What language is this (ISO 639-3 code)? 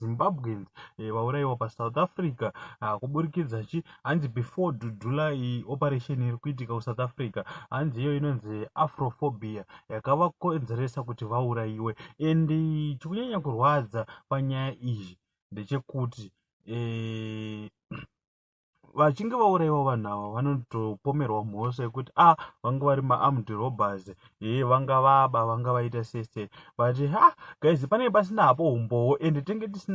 sna